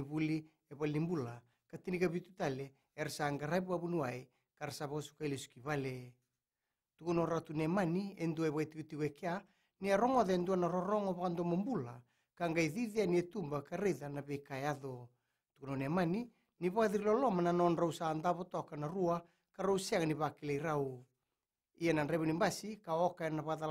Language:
Fijian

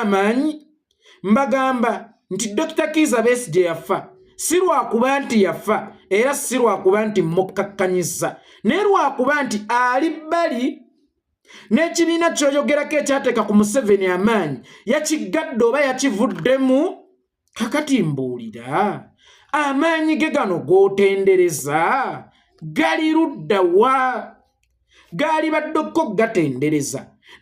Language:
Ganda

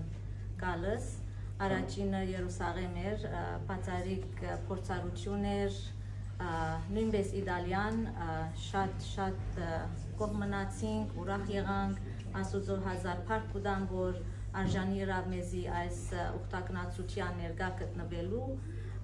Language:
Western Armenian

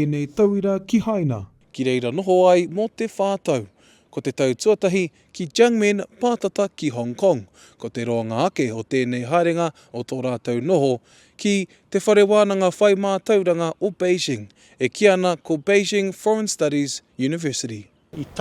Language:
Māori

